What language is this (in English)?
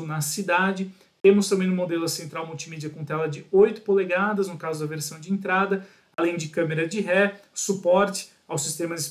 Portuguese